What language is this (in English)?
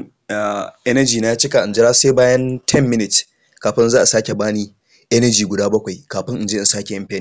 Hausa